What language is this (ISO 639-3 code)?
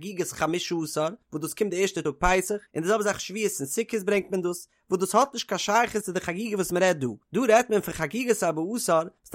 yid